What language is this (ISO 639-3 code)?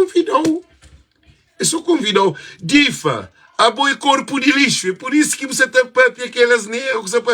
kea